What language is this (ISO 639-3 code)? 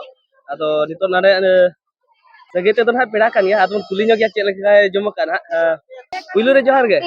sat